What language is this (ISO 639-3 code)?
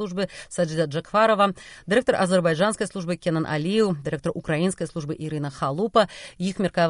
bel